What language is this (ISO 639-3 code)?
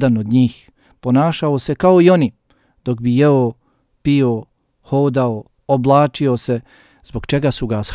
bos